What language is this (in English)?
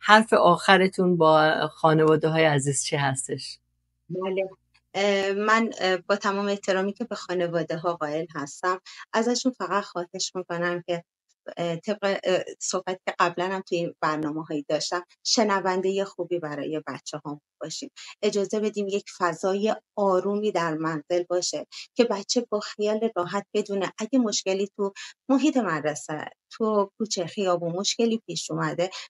Persian